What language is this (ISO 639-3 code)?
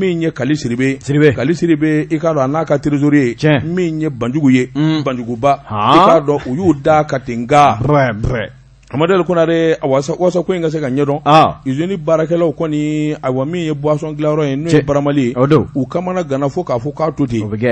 bam